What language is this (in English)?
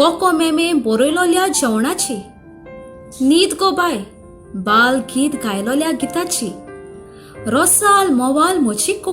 Konkani